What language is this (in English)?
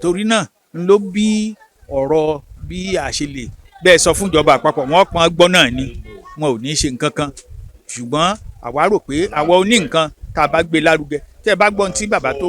Yoruba